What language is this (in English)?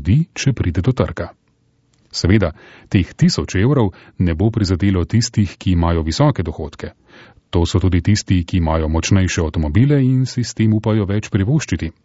Slovenian